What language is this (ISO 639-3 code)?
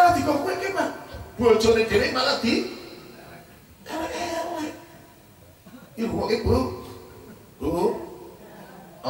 jav